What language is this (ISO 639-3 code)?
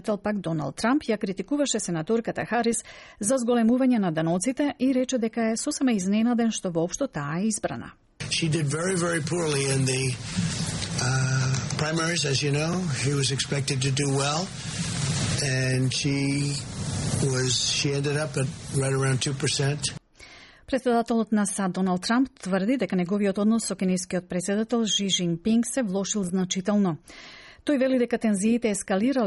mkd